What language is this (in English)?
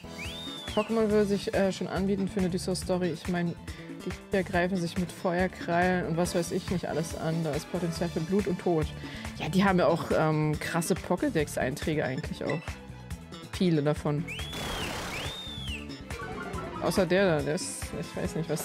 German